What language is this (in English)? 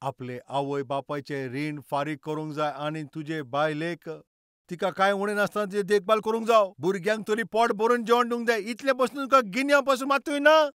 Konkani